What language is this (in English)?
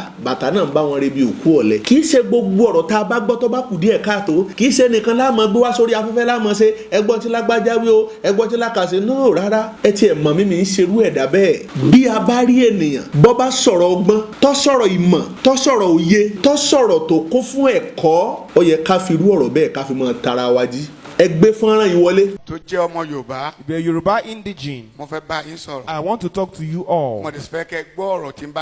Yoruba